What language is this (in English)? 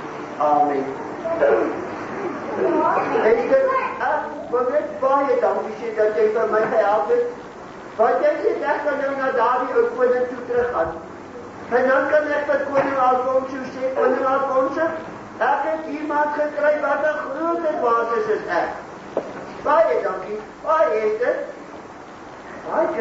Afrikaans